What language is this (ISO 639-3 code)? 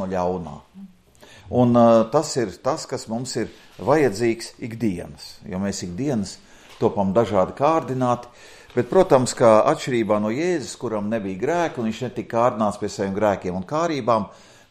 lav